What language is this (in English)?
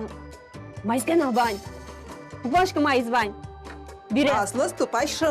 Udmurt